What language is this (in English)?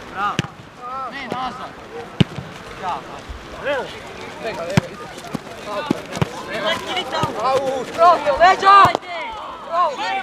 Croatian